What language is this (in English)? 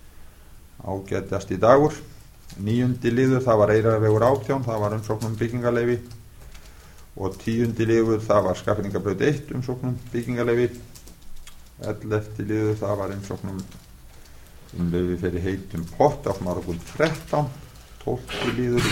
Icelandic